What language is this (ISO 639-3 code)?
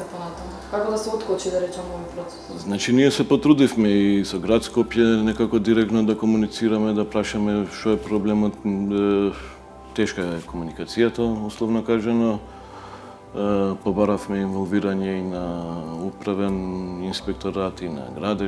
mkd